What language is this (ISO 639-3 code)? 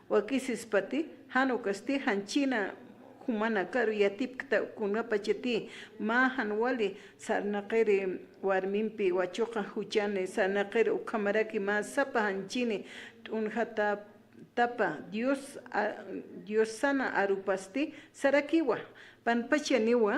aym